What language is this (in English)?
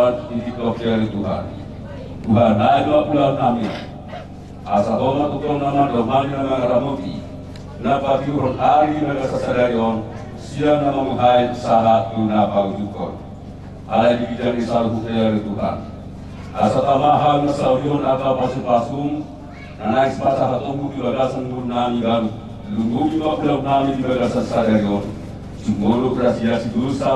Batak Toba